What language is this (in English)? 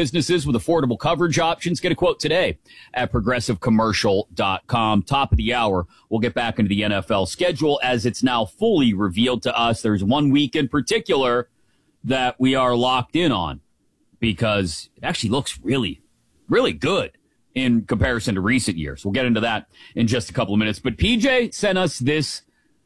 English